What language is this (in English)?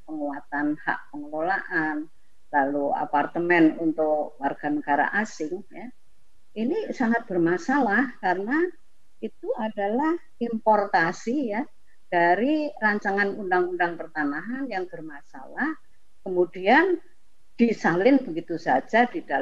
Indonesian